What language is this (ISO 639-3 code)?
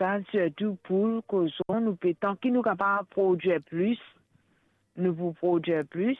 mfe